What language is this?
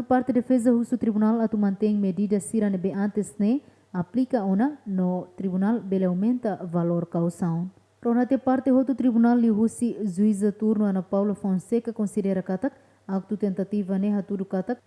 Tetum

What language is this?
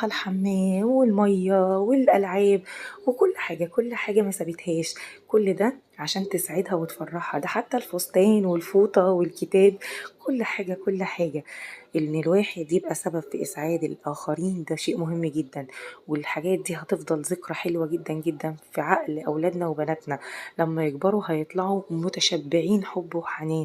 Egyptian Arabic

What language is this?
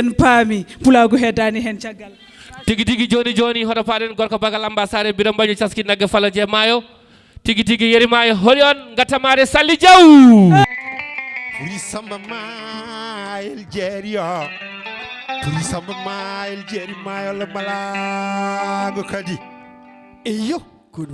Fula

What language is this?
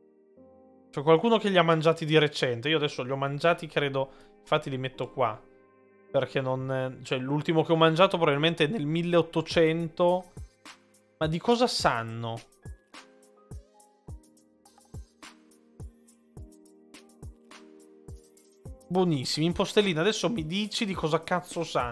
Italian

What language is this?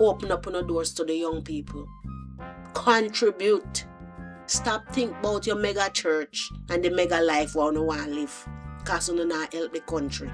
Jamaican Creole English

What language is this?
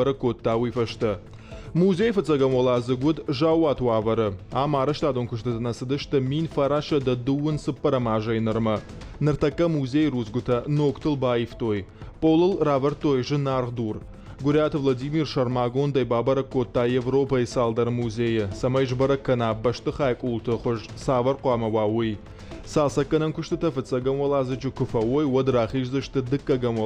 Ossetic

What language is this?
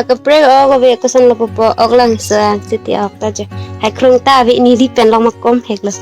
Karbi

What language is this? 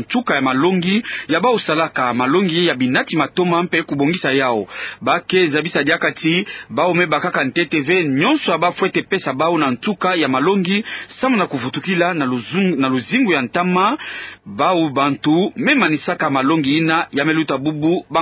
Kituba (Democratic Republic of Congo)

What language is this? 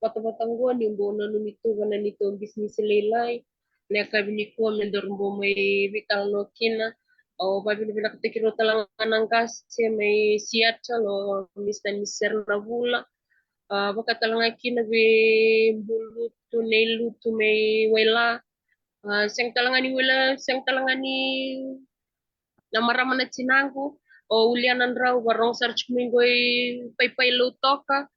Fijian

